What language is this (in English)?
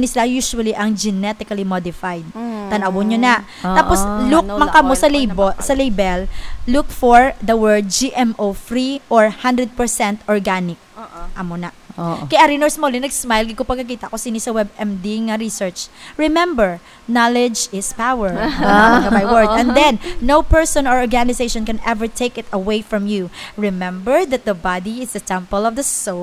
Hiligaynon